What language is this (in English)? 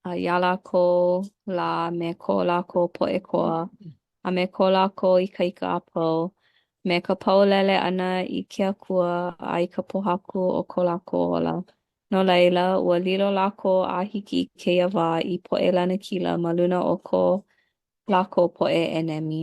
Hawaiian